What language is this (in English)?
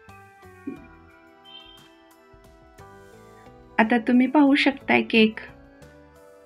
Marathi